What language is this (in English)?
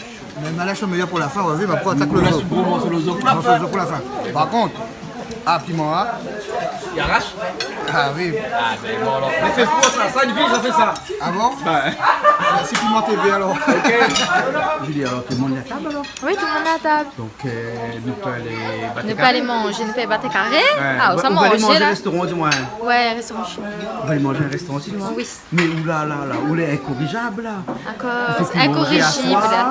Réunion Creole French